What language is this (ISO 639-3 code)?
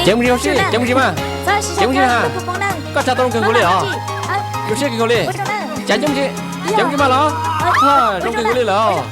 hmn